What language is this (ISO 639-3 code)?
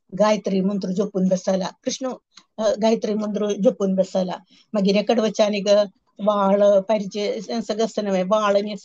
kok